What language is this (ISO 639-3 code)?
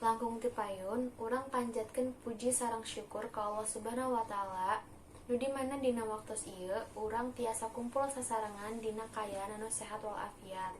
sun